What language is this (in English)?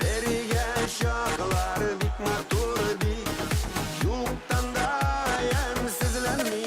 Bashkir